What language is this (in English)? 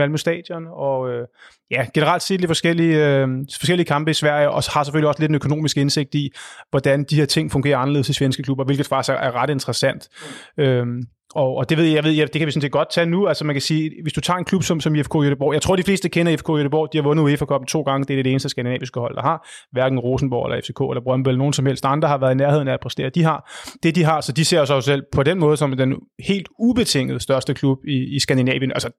Danish